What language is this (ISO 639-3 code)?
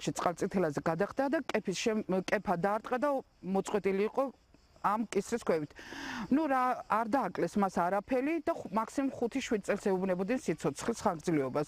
kat